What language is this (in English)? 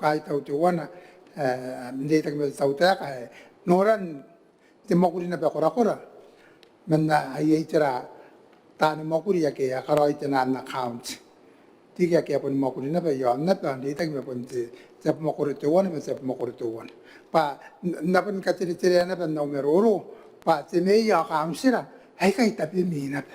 Gilbertese